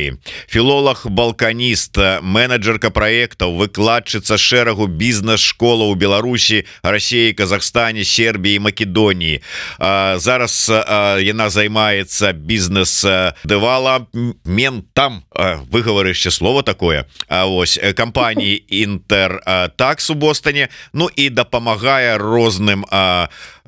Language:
Belarusian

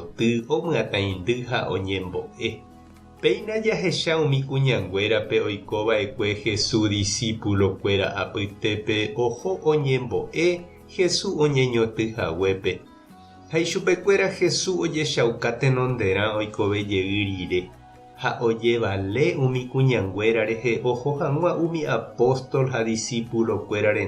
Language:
Guarani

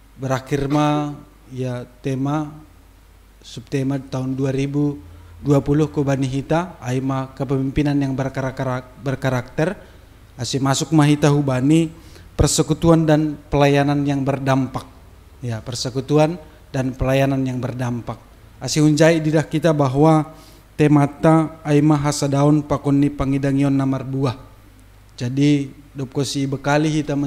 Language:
Batak Simalungun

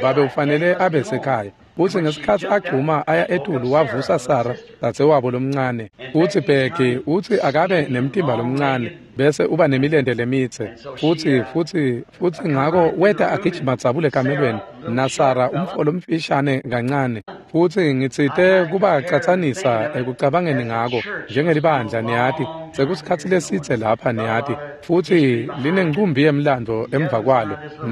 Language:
Swati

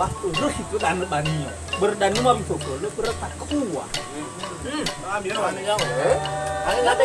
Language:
Nias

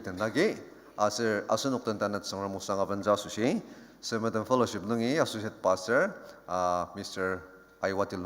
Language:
Ao Naga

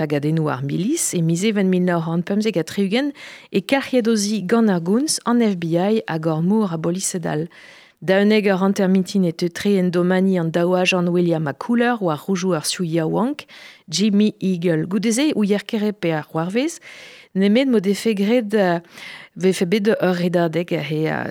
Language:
Breton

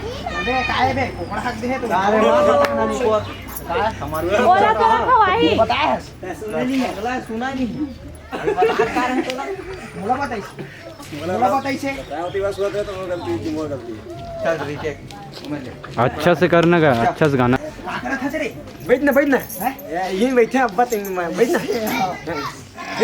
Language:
Chhattisgarhi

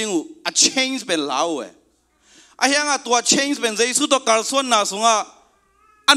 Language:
Tedim Chin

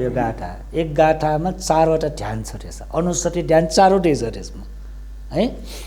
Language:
Nepali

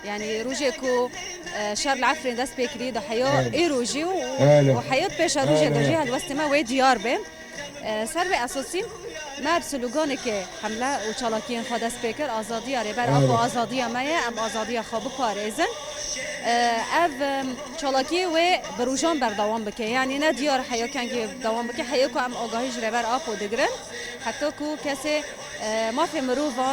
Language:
Kurdish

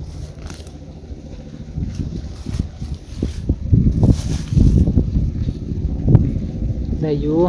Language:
Northeastern Thai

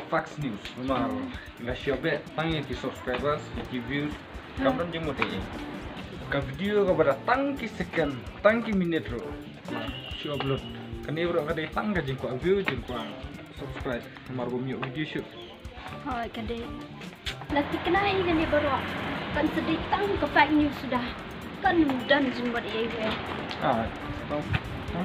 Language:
Khasi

